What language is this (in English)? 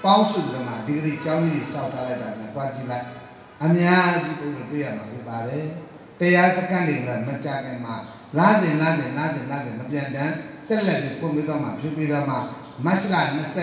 Burmese